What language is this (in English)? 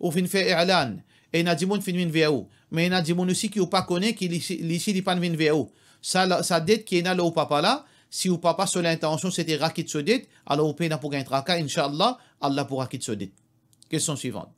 Morisyen